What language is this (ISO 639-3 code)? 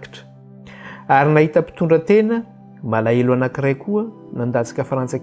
mlg